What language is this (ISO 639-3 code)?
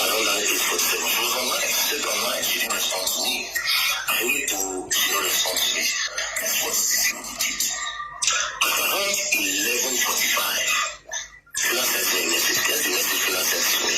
pcm